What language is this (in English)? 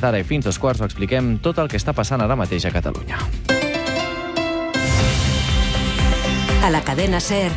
Catalan